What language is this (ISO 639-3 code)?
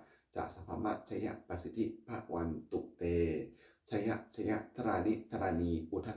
pli